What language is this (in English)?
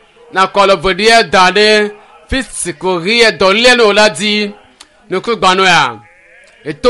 Ewe